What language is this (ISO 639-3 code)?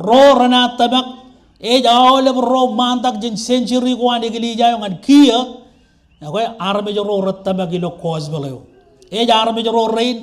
mah